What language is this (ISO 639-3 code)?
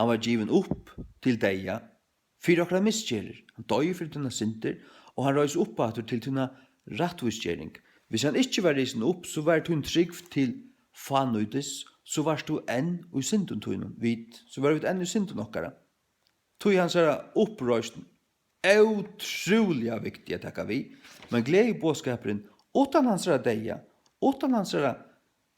fao